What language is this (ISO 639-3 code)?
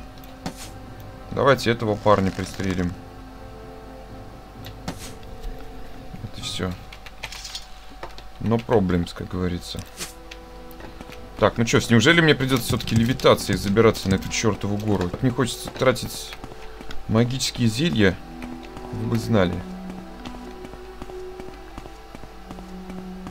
rus